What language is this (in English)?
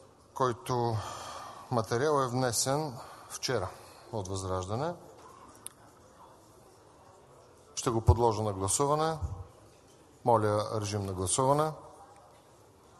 Bulgarian